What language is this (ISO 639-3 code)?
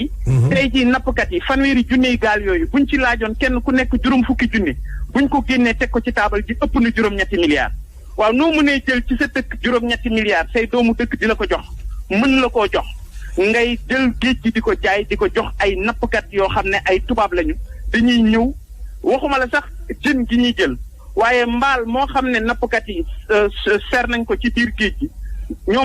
wol